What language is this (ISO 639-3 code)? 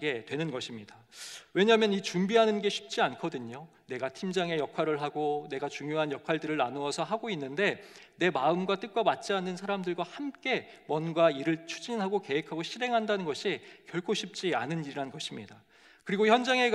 kor